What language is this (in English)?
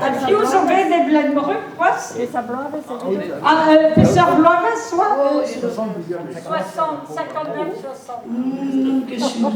Breton